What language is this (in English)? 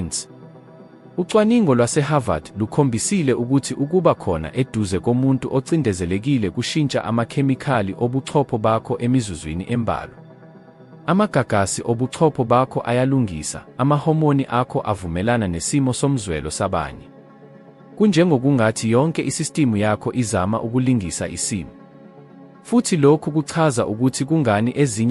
Zulu